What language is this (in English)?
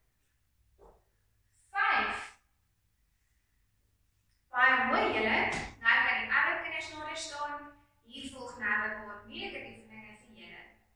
Afrikaans